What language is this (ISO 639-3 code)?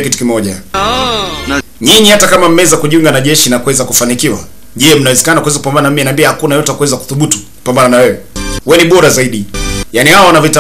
swa